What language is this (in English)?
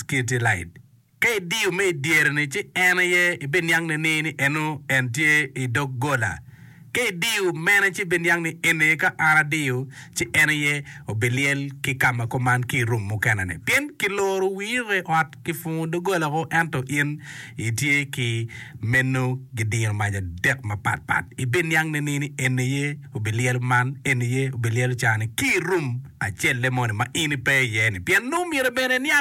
Acoli